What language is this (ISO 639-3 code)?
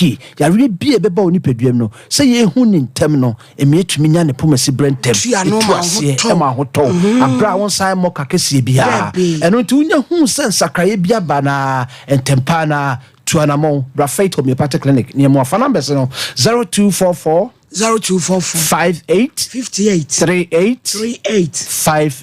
aka